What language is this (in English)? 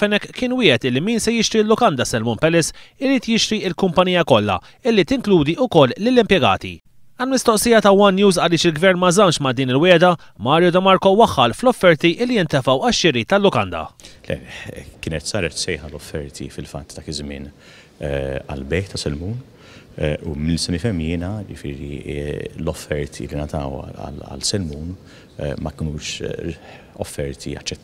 Maltese